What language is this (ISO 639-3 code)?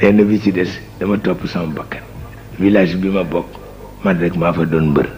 wol